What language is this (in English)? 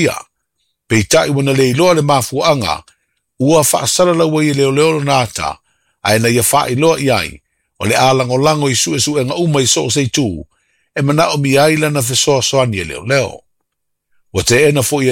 Samoan